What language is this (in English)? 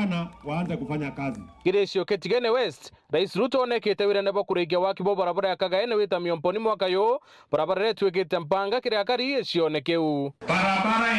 Meru